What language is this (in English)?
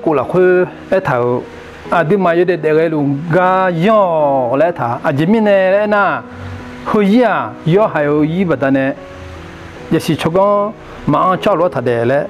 Akha